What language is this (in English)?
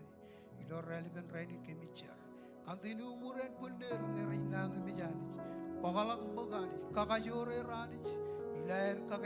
Marshallese